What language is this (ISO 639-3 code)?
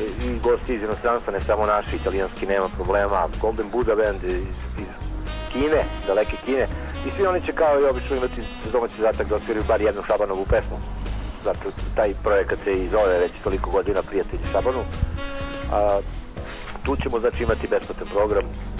srp